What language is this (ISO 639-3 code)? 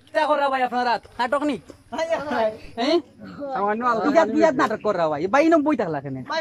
syl